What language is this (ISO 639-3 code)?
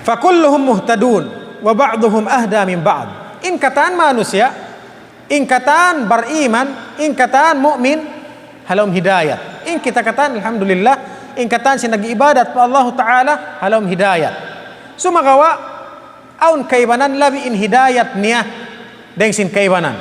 tsg